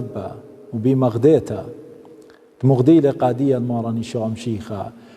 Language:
Assyrian Neo-Aramaic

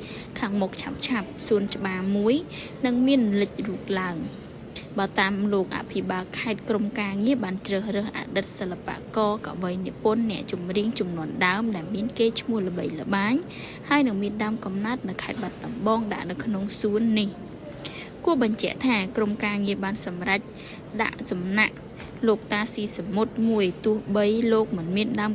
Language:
Khmer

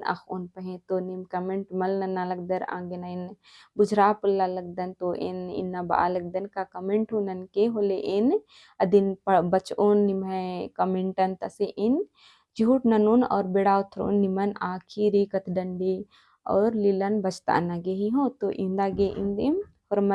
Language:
Kurukh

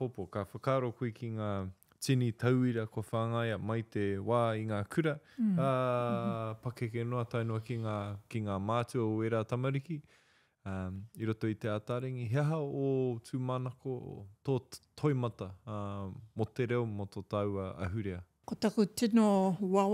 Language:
Māori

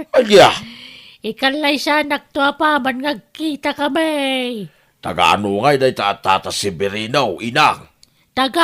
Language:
Iloko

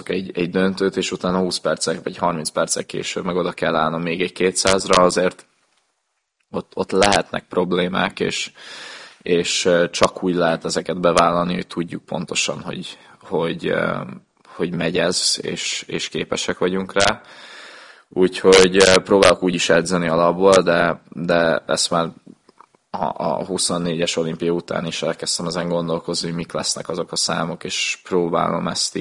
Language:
Hungarian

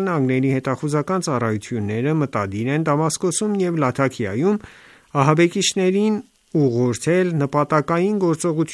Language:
Armenian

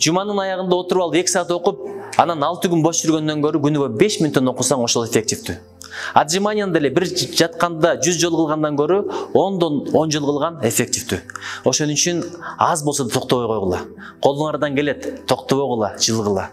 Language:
Kyrgyz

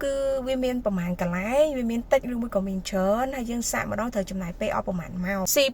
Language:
Khmer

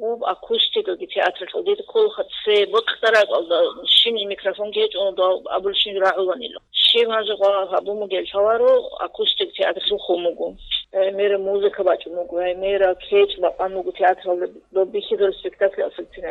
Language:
Avaric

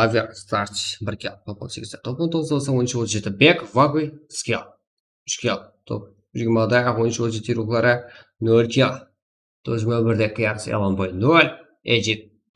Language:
Kara-Kalpak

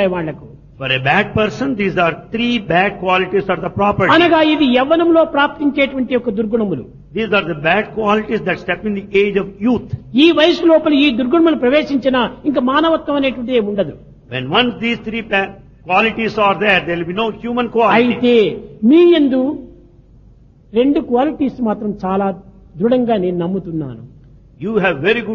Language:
Telugu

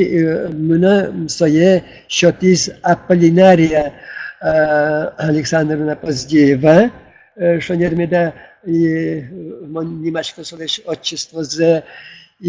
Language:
Udmurt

